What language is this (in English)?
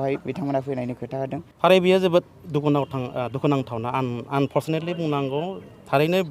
Bodo